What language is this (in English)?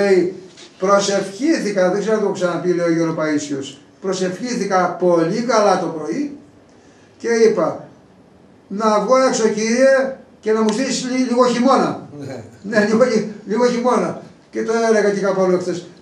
Greek